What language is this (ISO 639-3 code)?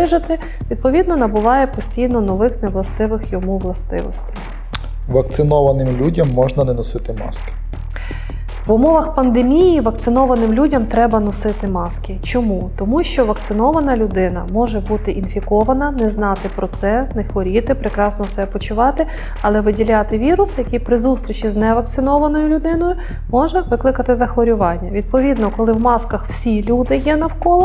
ukr